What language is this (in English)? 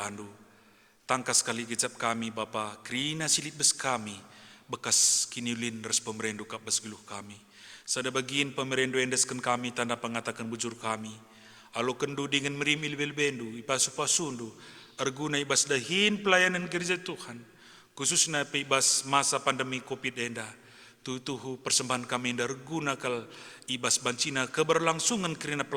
Batak Karo